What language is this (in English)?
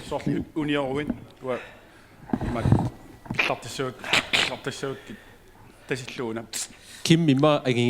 Kalaallisut